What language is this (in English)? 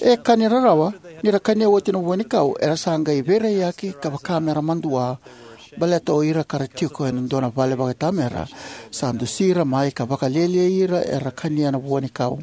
Fijian